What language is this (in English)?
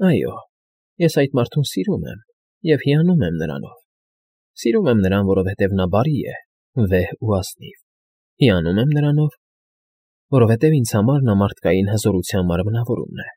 Armenian